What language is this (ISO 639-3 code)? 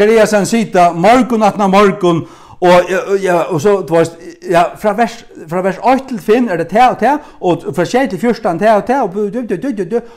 fao